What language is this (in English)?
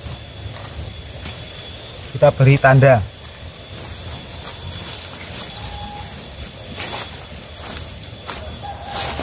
Indonesian